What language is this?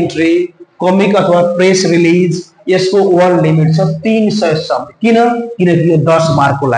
Nepali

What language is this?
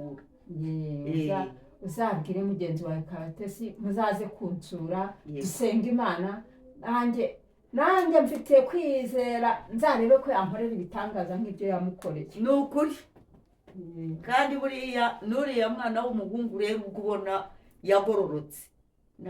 Kinyarwanda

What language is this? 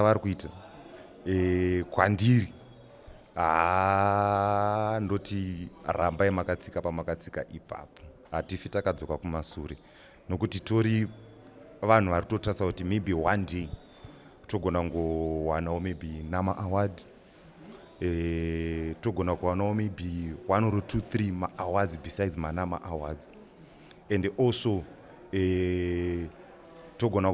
Shona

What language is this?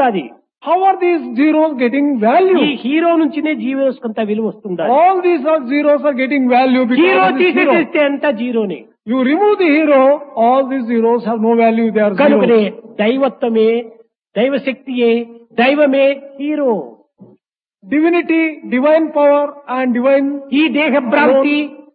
Telugu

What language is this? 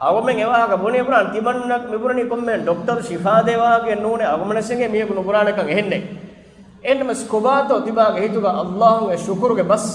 Divehi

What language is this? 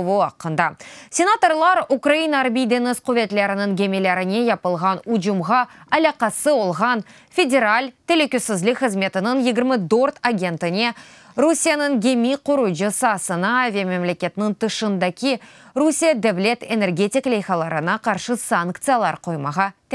Crimean Tatar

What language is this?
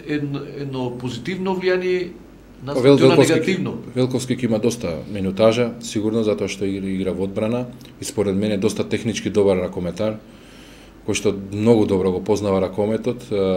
Macedonian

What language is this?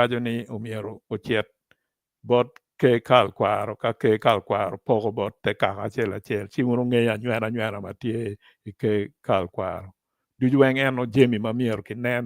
Acoli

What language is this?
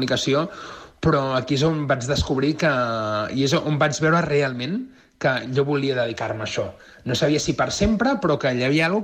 Catalan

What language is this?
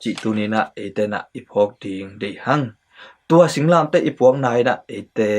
Tedim Chin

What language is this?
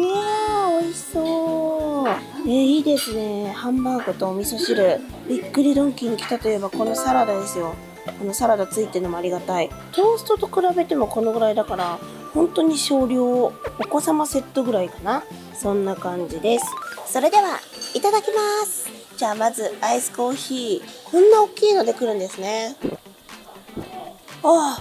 Japanese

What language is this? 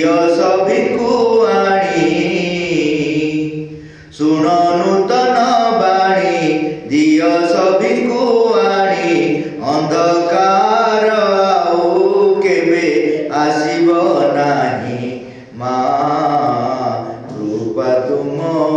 Odia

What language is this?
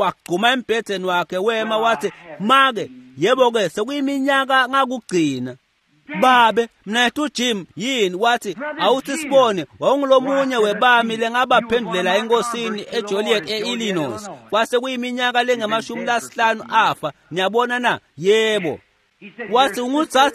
Swati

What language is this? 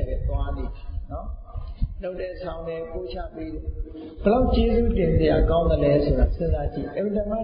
Burmese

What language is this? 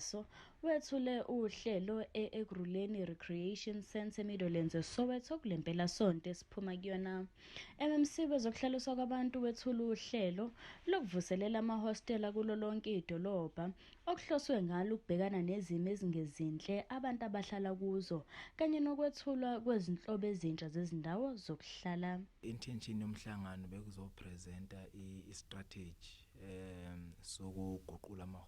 Zulu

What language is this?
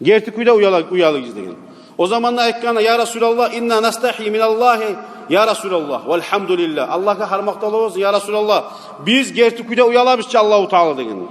Kumyk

